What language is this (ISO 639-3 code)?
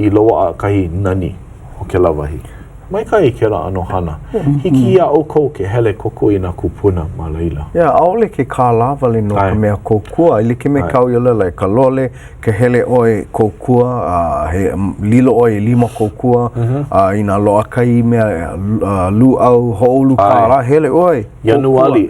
haw